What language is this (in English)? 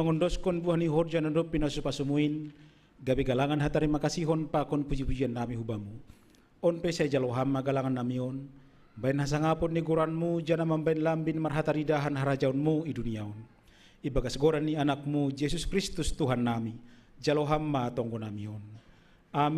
Batak Simalungun